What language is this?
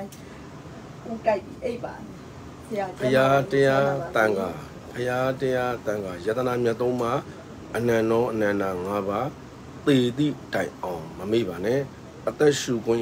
Burmese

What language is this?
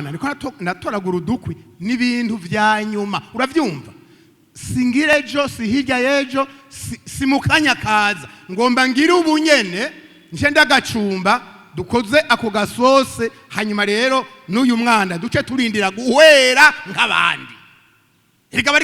Rundi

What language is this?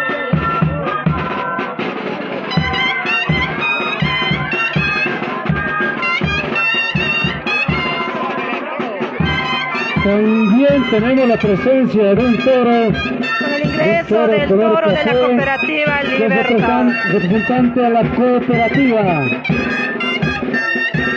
Spanish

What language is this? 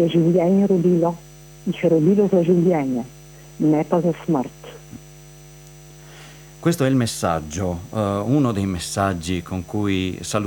Italian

